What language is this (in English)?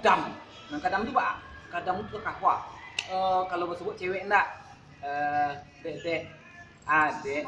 Minangkabau